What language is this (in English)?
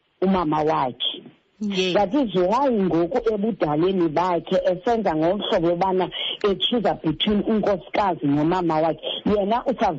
Xhosa